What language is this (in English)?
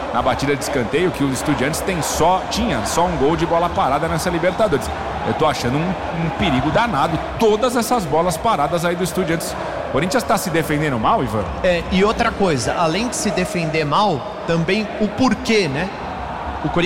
Portuguese